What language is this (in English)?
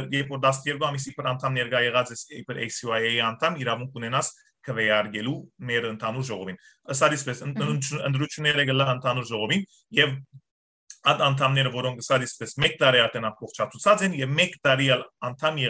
Western Armenian